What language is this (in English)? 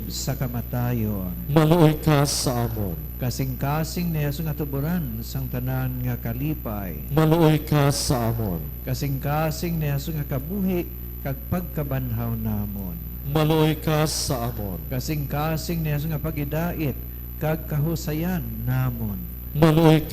Hiligaynon